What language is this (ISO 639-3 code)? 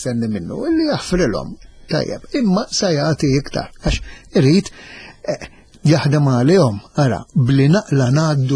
mlt